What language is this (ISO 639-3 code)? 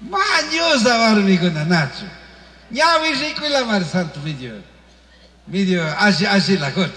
qug